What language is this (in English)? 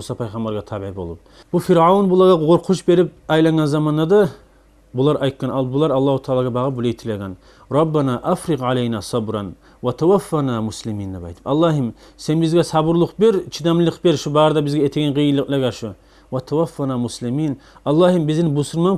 Kumyk